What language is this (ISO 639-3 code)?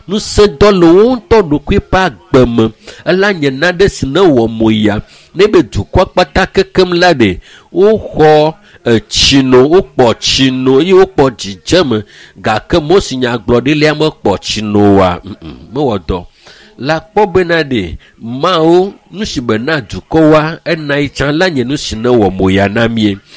ewe